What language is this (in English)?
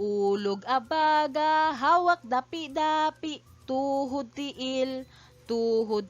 Cebuano